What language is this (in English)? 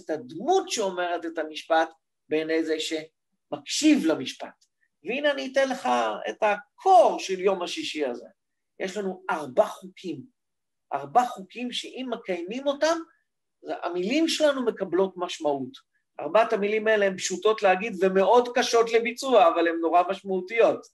Hebrew